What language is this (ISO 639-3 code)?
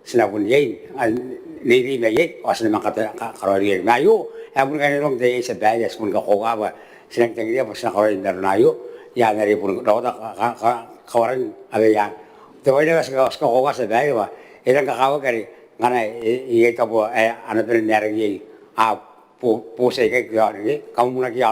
gil